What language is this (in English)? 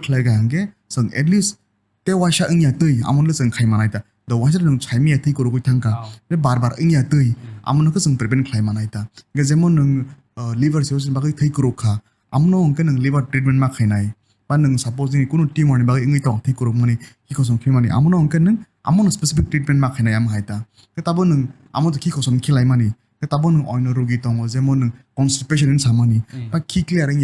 Kok Borok